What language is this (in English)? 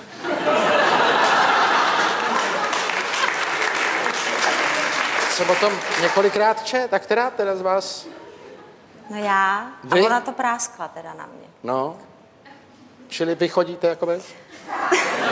Czech